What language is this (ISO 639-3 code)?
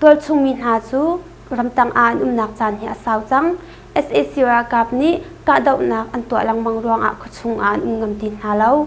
cnh